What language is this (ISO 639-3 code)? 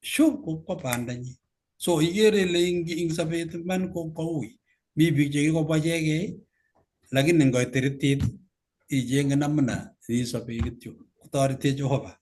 kln